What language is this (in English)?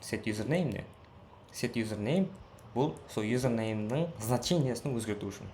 Kara-Kalpak